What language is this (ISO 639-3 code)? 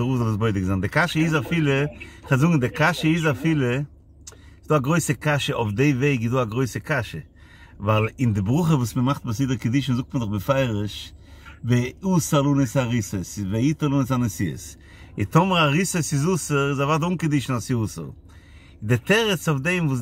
yid